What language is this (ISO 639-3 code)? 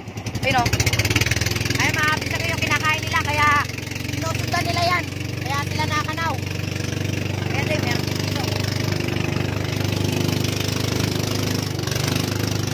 fil